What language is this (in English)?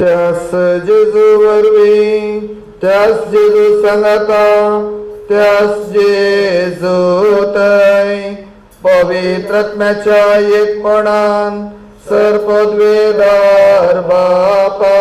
Konkani